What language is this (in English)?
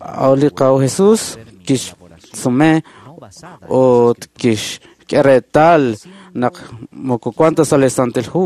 Kekchí